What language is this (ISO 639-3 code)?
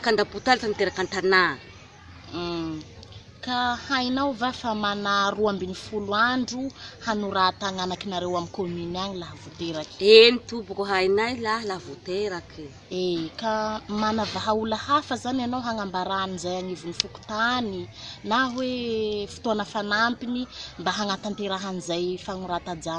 mlg